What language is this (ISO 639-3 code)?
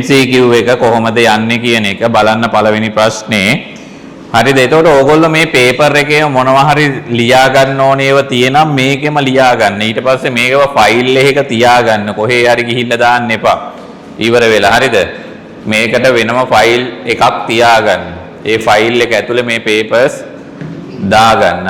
sin